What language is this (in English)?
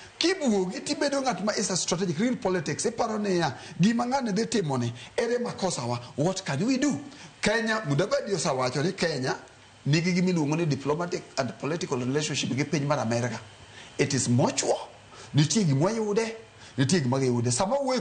Luo (Kenya and Tanzania)